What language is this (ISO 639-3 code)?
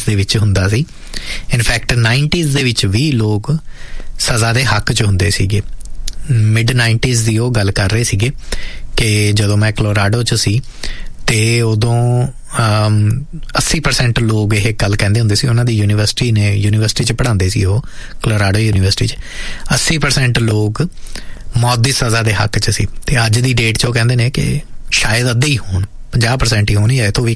pan